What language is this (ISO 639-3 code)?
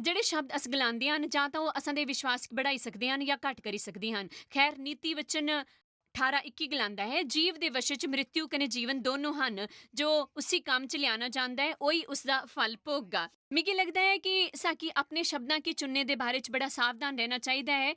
doi